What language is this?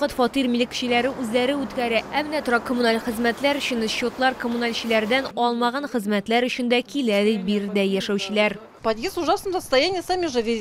Tatar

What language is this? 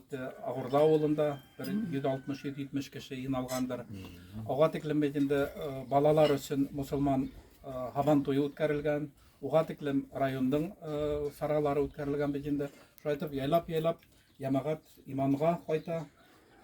Bashkir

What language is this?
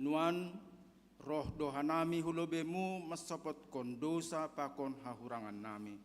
Batak Simalungun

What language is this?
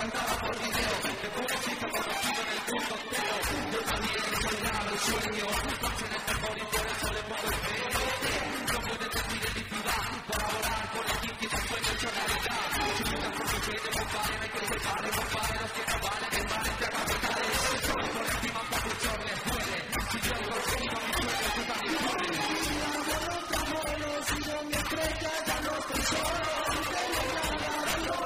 Spanish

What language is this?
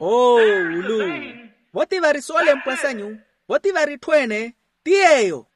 Makhuwa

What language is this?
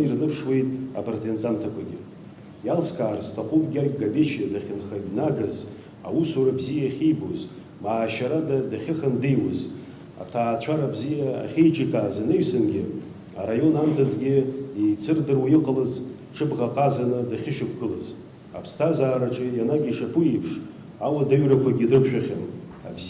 Abkhazian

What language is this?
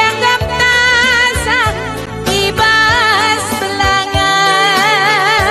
Batak Karo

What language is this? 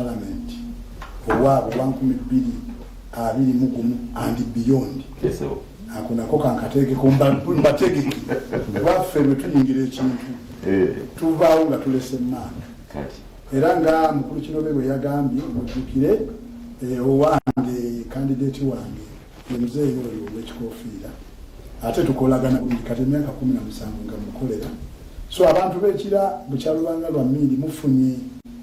Ganda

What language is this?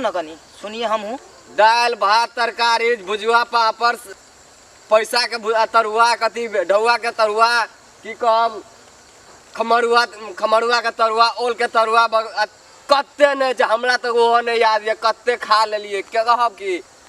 Maithili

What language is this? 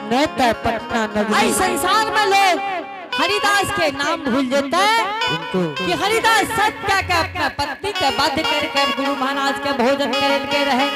Angika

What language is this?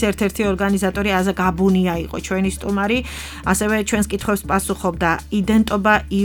Georgian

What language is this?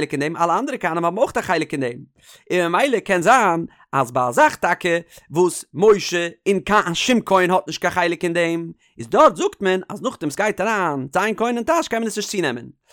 Yiddish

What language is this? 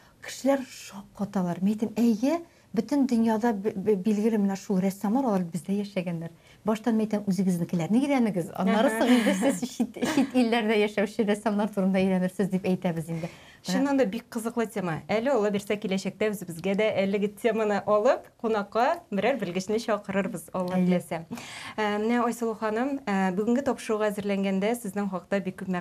Tatar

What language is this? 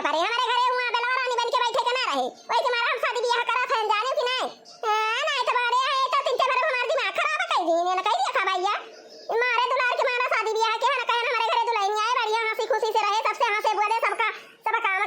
Awadhi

